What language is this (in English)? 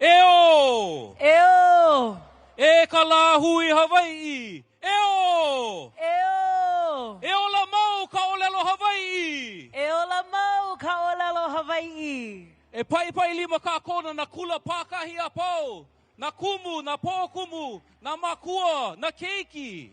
Hawaiian